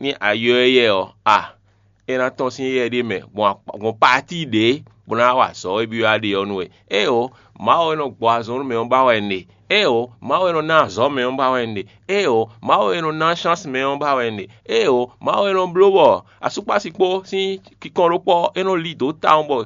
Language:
Fon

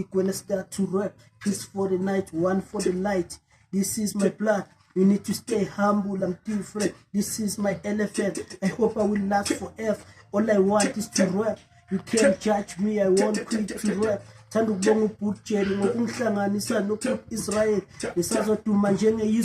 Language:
Zulu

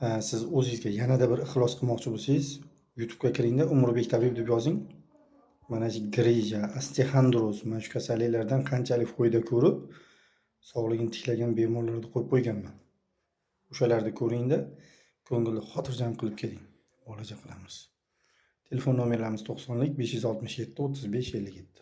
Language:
Uzbek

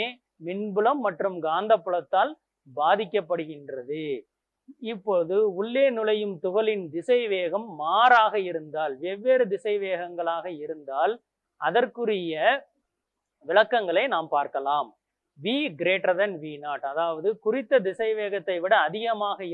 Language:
Tamil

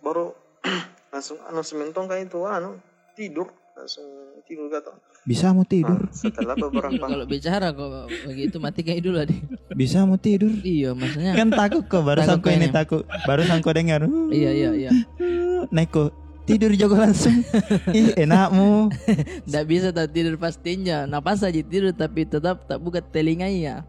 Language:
Makassar Malay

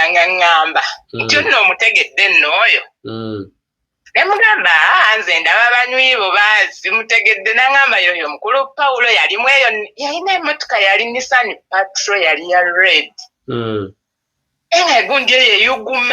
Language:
Ganda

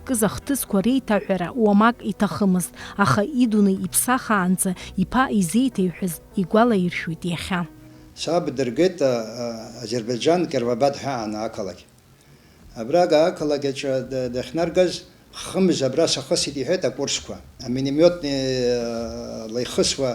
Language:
Abkhazian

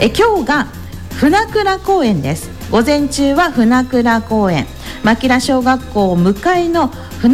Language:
Japanese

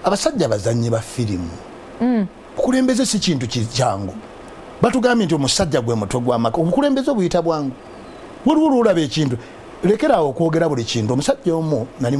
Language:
Ganda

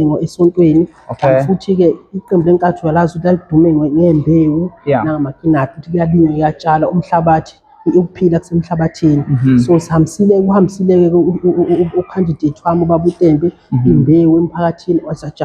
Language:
Zulu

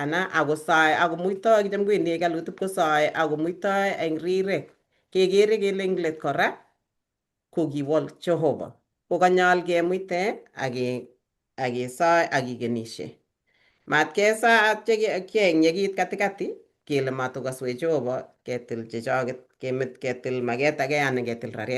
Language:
Kalenjin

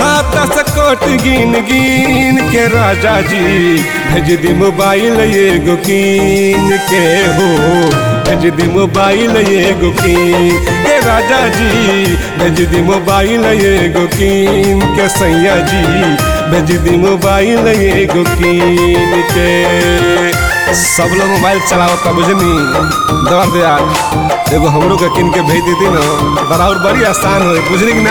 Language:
Bhojpuri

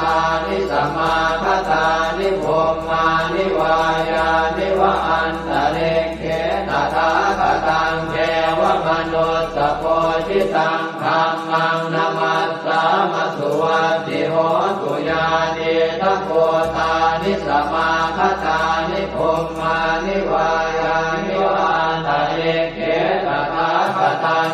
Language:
Pali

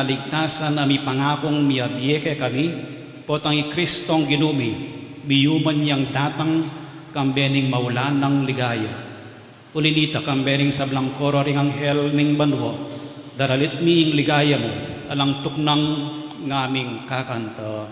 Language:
Pampanga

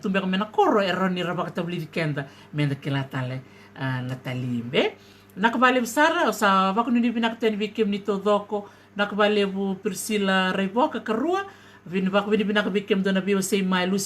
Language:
Fijian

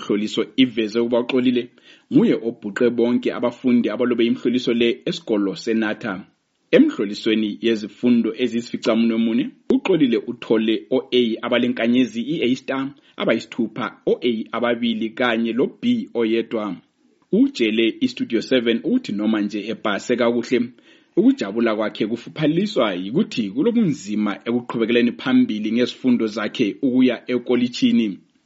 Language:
North Ndebele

